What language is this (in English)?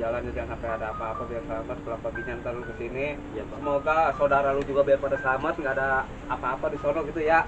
Betawi